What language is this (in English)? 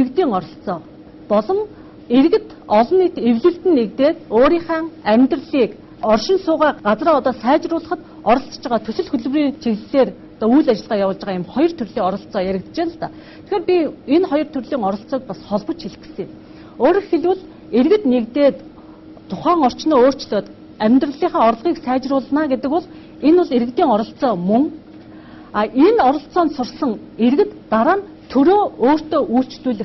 Mongolian